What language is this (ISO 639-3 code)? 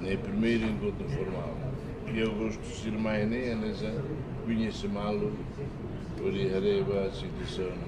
tet